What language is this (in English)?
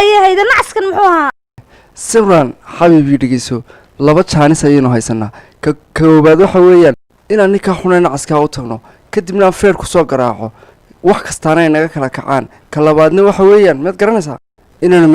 Somali